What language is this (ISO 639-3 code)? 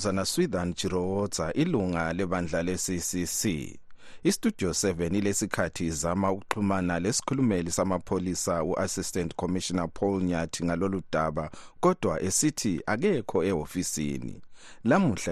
nde